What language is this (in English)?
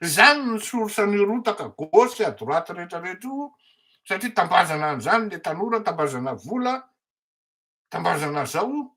Malagasy